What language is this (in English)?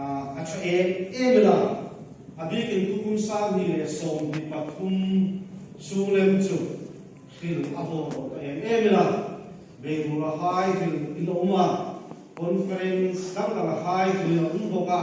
Hmar